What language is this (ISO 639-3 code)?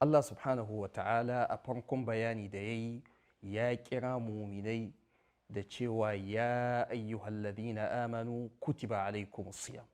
hau